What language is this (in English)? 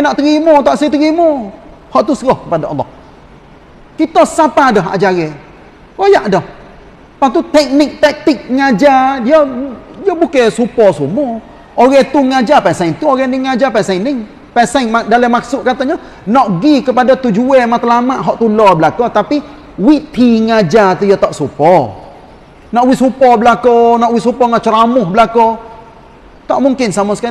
Malay